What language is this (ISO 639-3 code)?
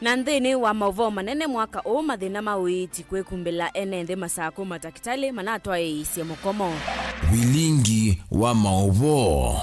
kam